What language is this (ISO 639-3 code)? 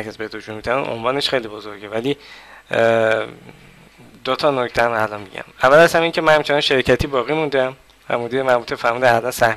fas